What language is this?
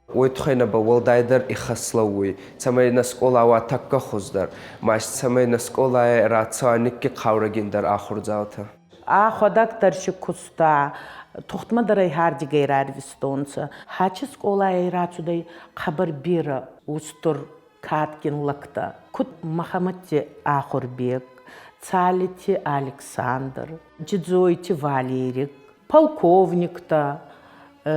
Ossetic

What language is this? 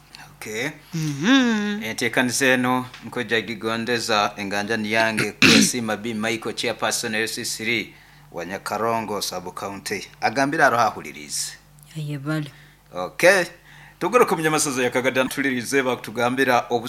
Nyoro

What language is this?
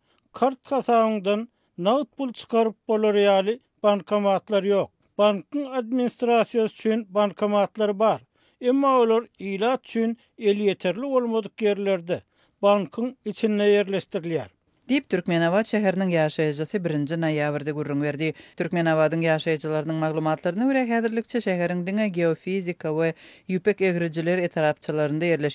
Turkmen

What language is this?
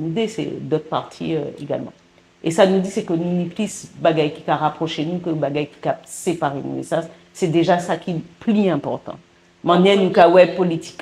Guadeloupean Creole French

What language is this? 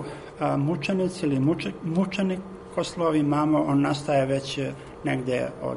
Serbian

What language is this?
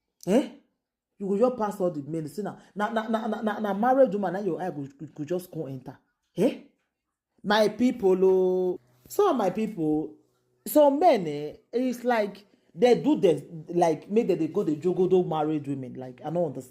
Nigerian Pidgin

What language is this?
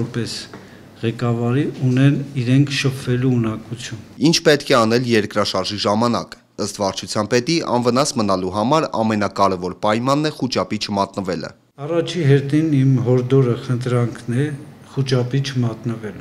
Armenian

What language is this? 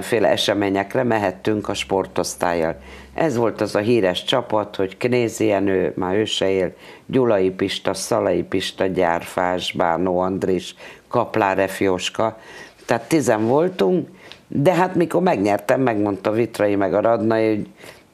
Hungarian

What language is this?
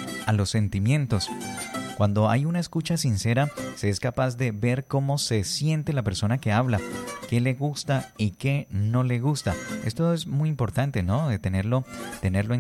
Spanish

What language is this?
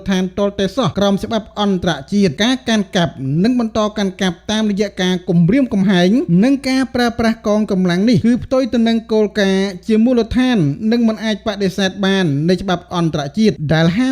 Khmer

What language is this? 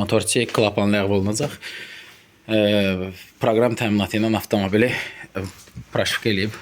Azerbaijani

